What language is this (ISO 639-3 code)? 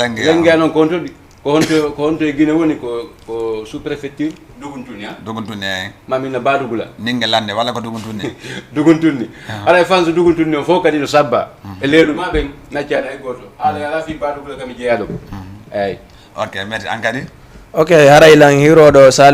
ful